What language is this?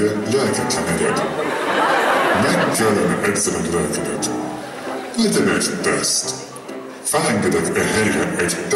Hungarian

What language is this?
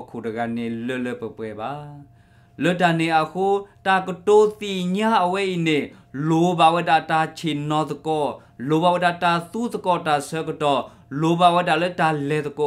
S'gaw Karen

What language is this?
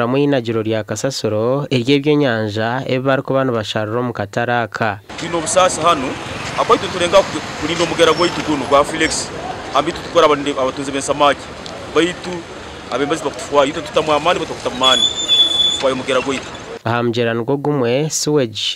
Nyankole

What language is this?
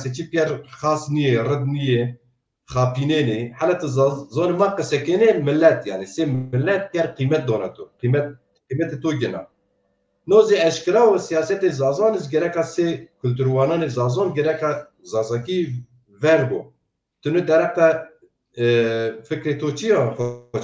Zaza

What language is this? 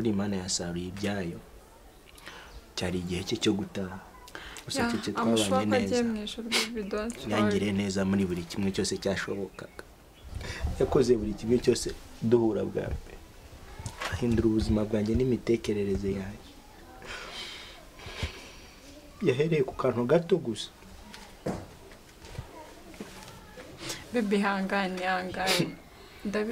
Kinyarwanda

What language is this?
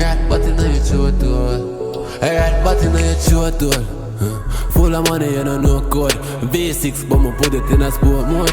Jamaican Creole English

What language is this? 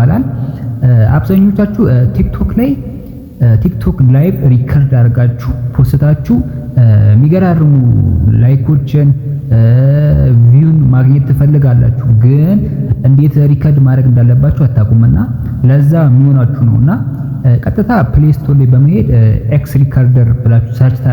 Amharic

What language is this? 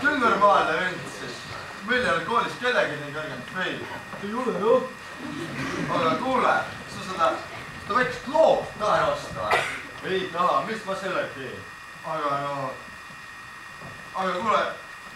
Estonian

